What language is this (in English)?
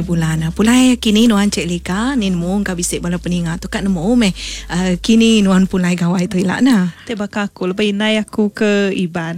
Iban